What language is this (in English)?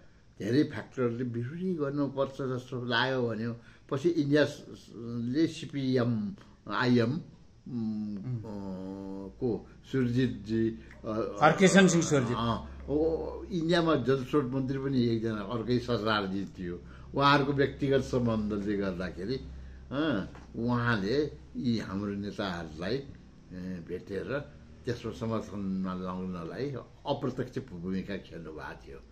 Nepali